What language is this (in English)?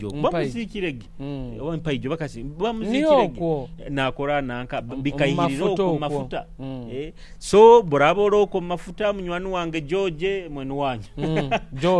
Nyoro